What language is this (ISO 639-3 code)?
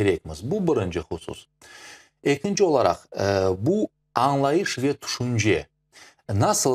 crh